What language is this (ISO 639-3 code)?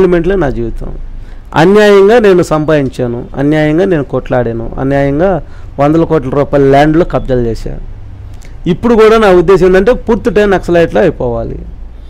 tel